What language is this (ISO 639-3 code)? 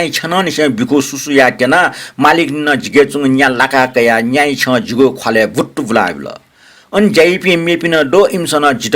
new